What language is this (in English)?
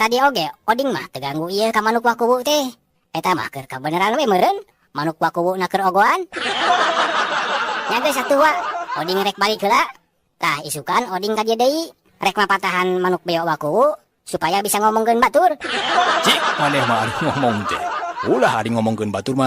Sundanese